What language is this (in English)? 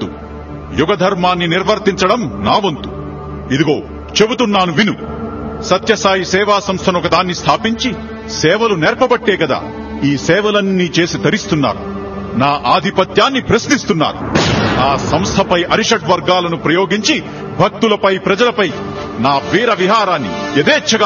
Telugu